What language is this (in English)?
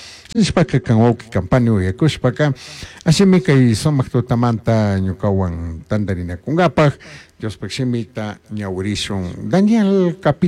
Chimborazo Highland Quichua